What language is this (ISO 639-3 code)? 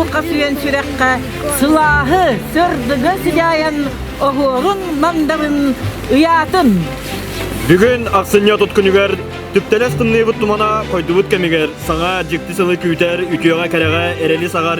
sah